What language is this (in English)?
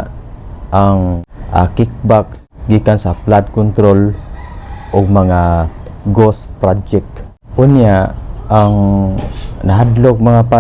Cebuano